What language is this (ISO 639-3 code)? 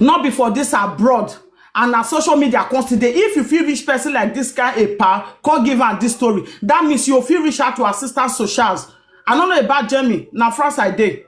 pcm